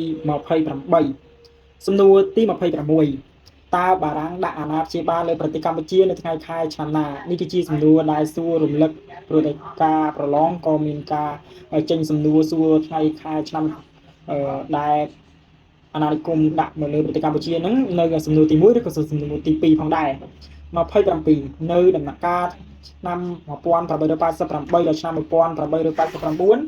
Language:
Khmer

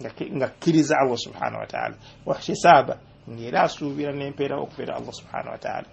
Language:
Ganda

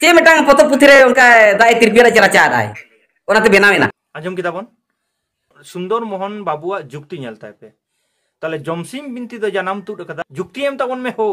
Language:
Santali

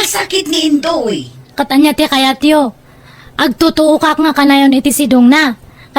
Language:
Iloko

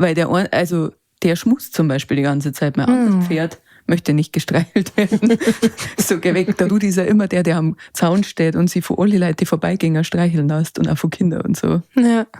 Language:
Bavarian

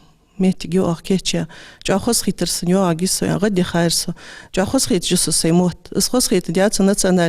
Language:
Ingush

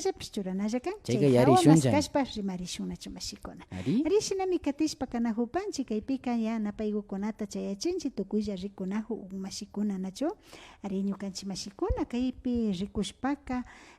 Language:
Imbabura Highland Quichua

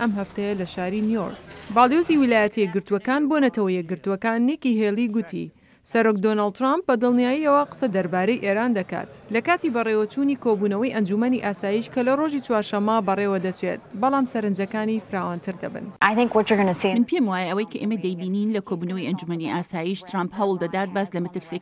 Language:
Central Kurdish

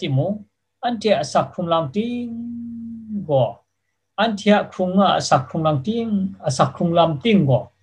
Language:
Kachin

